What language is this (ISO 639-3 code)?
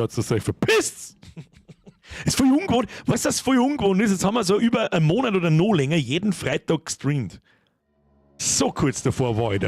bar